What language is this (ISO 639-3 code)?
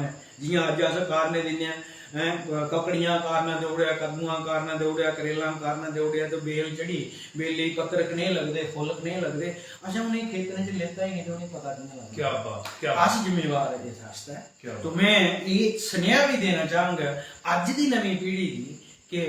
doi